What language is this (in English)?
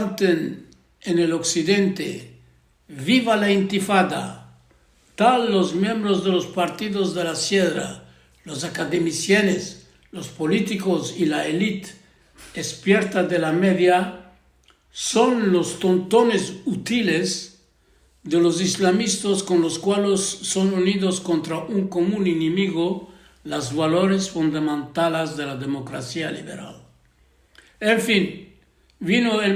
Ladino